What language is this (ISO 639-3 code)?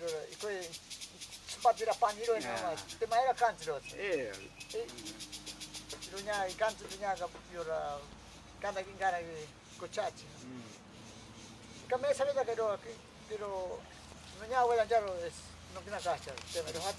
prq